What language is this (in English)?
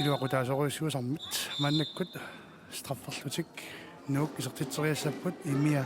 Kalaallisut